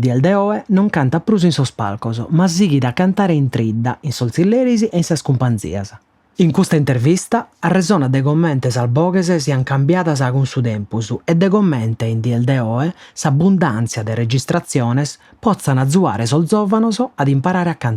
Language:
Sardinian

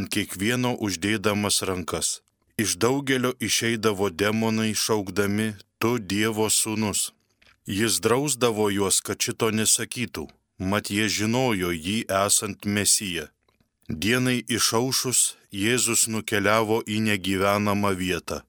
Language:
Lithuanian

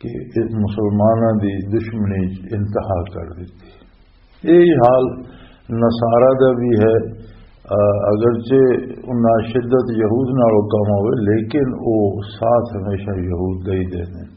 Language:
Western Panjabi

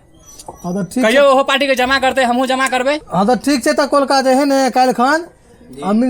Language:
Maithili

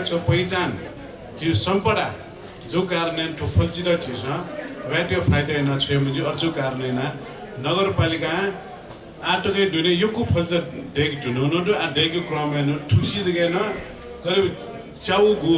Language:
Newari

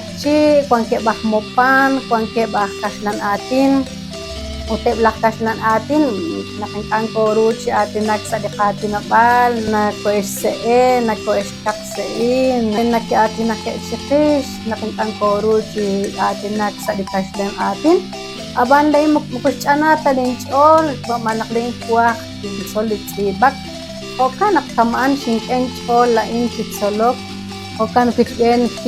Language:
Kekchí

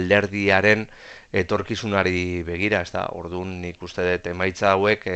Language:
Basque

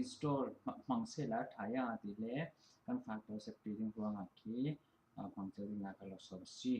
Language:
Falam Chin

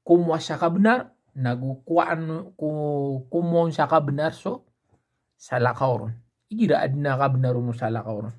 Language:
Maranao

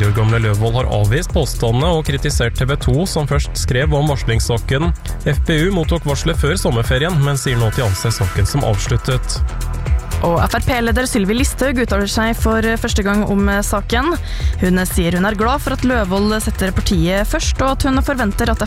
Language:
Norwegian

